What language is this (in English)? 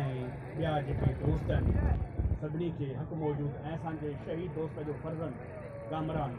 Sindhi